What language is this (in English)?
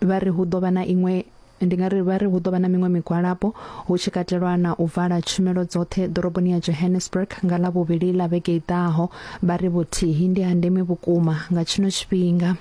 Venda